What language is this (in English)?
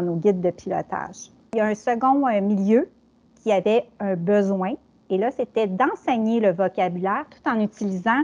French